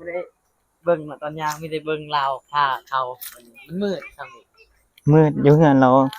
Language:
Lao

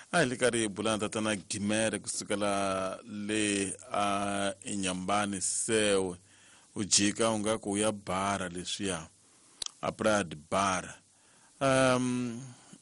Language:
Tsonga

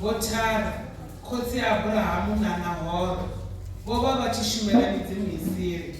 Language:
Venda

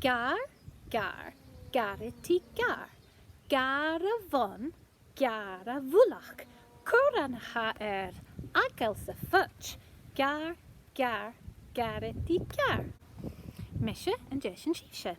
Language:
Scottish Gaelic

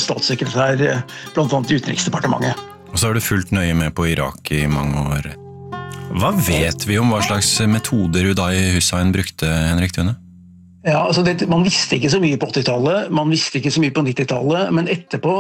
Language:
Norwegian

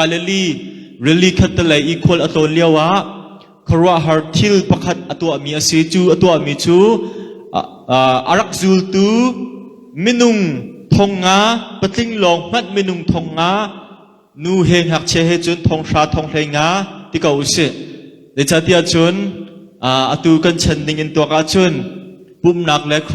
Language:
Hakha Chin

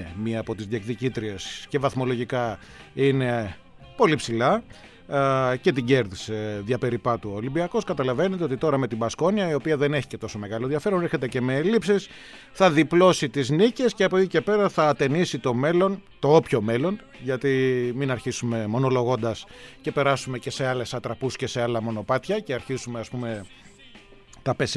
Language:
Greek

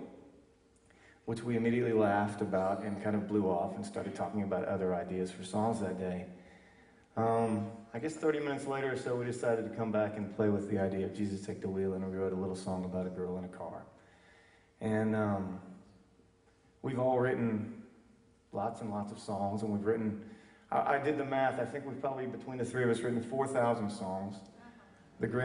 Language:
English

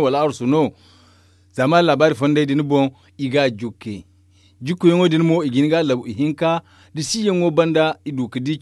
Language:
Zarma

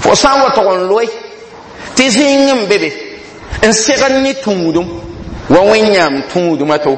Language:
Mossi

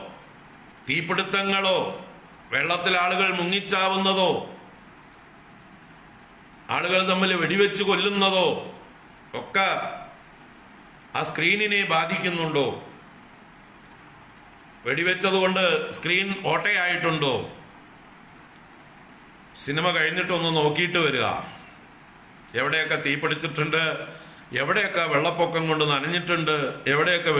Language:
Malayalam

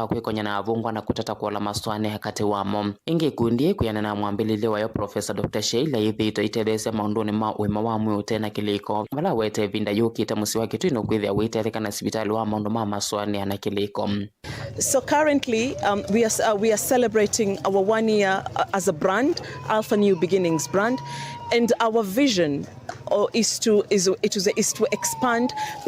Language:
Kamba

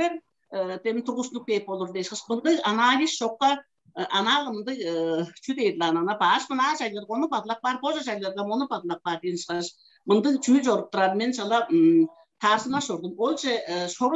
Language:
Tuvinian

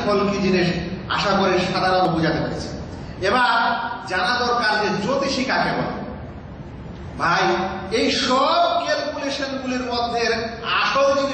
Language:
Bangla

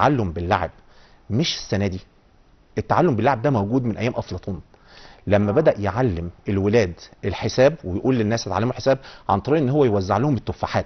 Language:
Egyptian Arabic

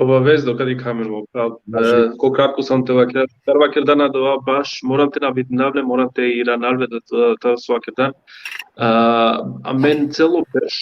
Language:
Balkan Romani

